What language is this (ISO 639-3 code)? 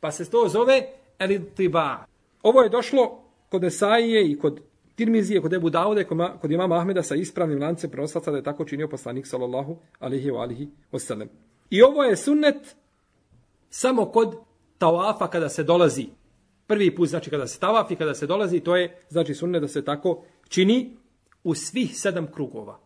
bos